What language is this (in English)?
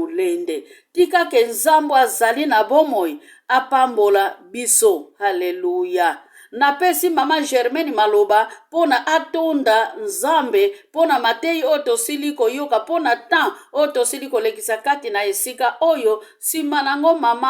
Lingala